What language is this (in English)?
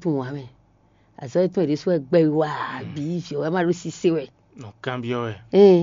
Fon